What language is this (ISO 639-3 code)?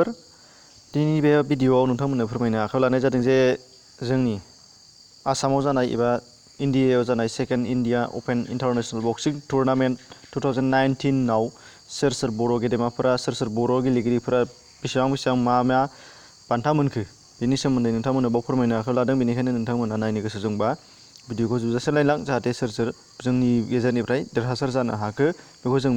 brx